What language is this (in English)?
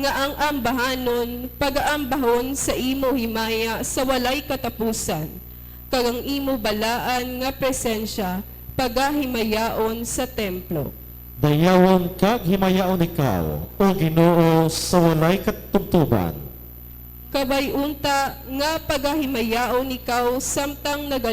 Hiligaynon